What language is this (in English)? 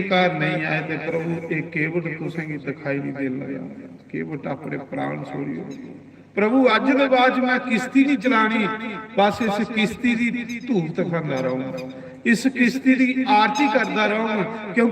Dogri